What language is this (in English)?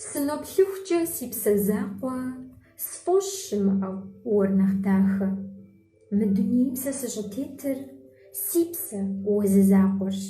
Kabardian